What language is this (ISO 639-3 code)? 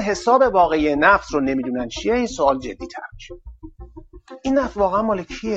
fas